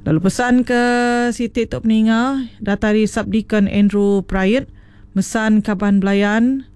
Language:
Iban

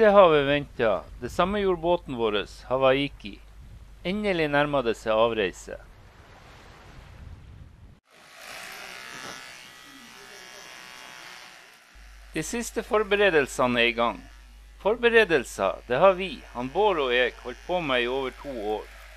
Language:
Norwegian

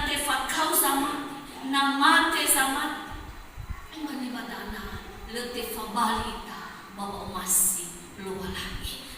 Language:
Nias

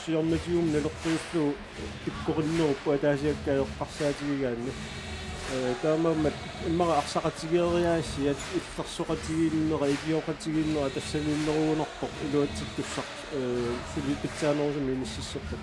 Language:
Kalaallisut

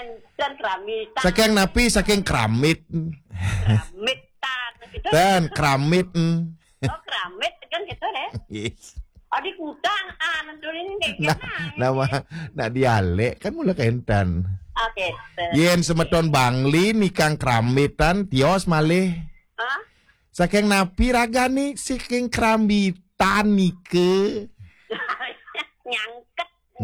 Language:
Balinese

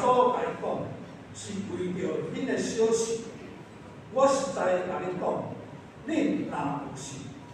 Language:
Min Nan Chinese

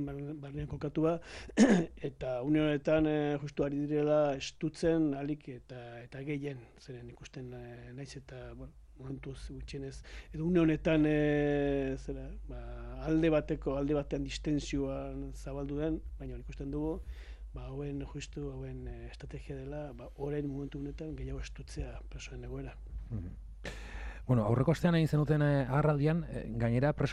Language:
Basque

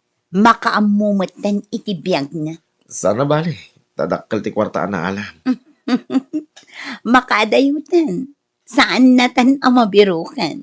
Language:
Iloko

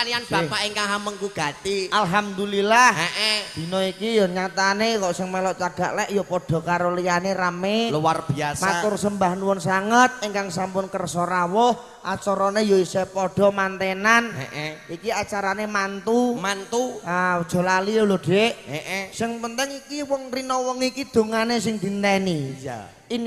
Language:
Javanese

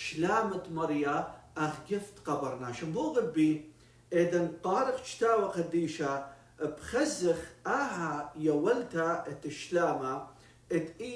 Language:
Assyrian Neo-Aramaic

